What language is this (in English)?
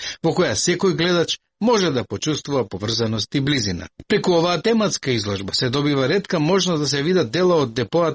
Macedonian